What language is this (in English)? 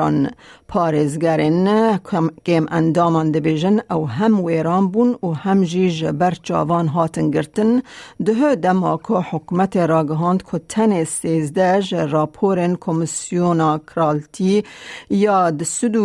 Kurdish